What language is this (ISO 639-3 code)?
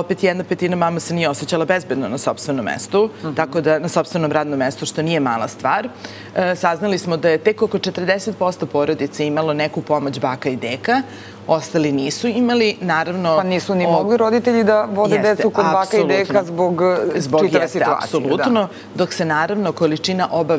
srp